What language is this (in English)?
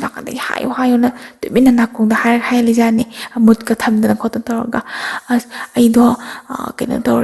Manipuri